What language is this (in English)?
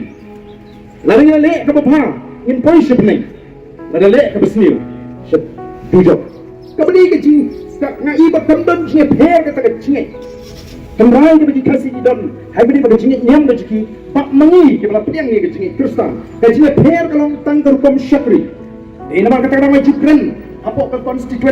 Khasi